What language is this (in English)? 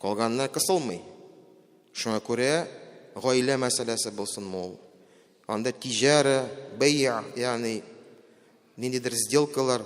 Tatar